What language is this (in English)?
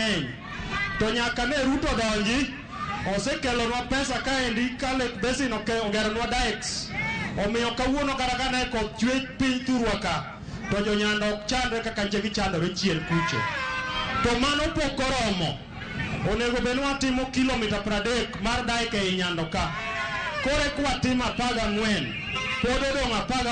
Luo (Kenya and Tanzania)